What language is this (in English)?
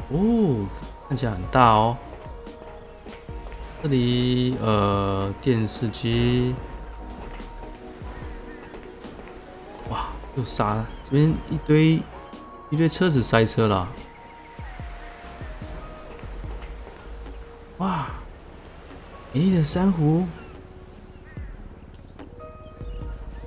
Chinese